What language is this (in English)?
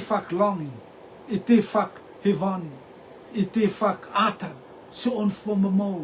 Rotuman